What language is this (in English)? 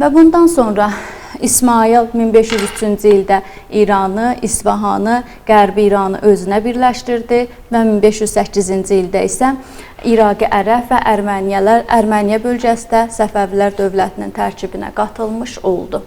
Azerbaijani